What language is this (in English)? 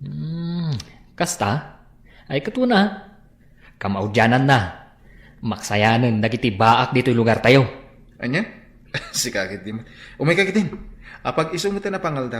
Iloko